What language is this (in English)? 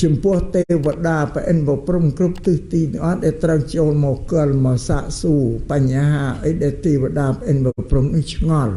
Khmer